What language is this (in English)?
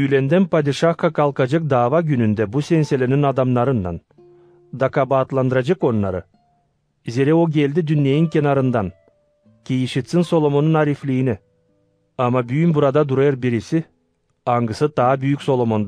Gagauz